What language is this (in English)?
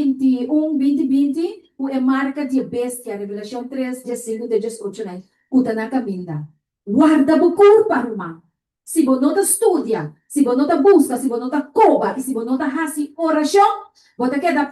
Papiamento